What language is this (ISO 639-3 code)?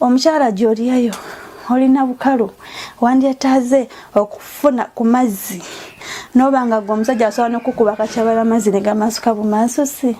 lug